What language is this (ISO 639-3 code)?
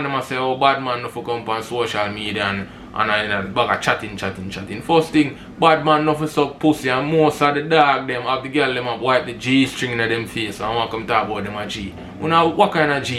jam